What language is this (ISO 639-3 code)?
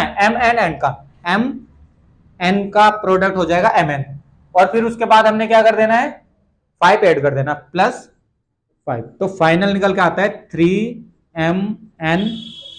hin